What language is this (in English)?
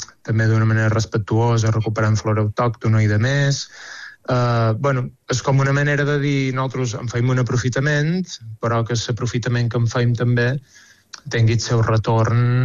Catalan